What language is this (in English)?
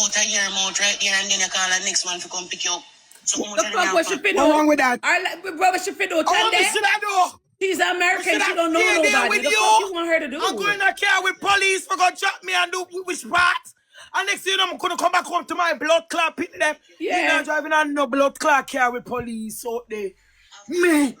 Jamaican Creole English